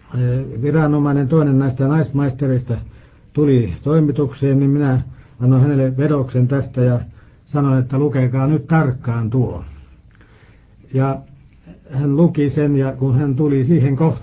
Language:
Finnish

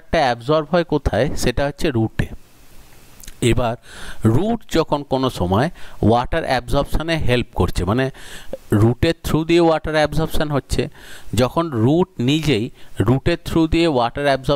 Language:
Bangla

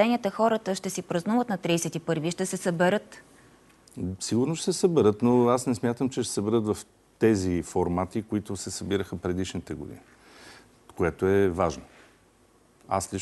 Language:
Bulgarian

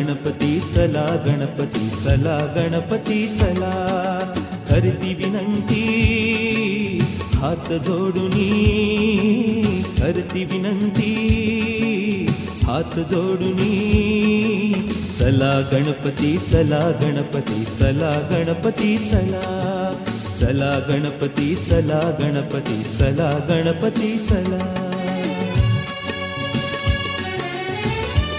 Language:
Marathi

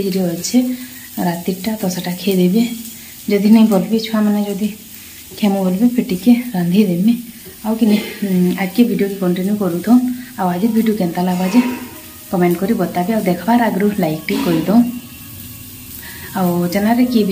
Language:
Sambalpuri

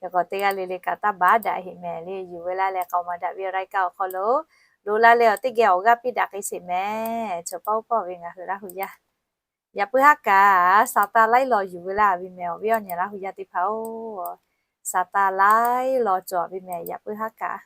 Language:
Lahu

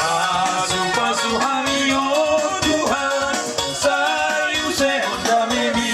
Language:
Batak Toba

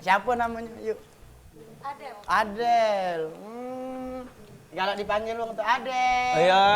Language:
Musi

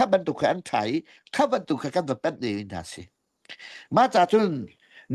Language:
Hakha Chin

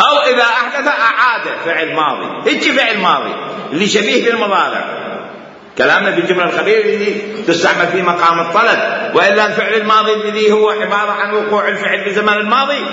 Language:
Mesopotamian Arabic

